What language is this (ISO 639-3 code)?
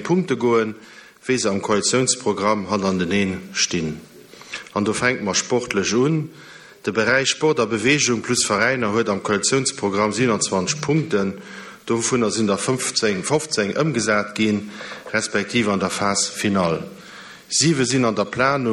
ltz